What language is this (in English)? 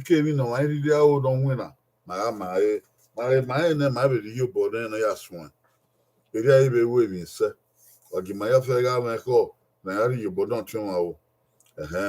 Bini